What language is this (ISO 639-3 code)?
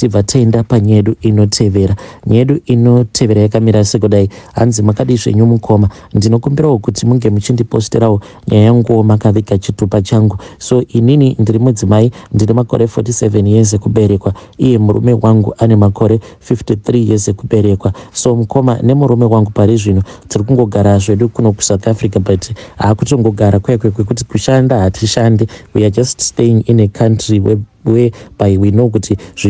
sna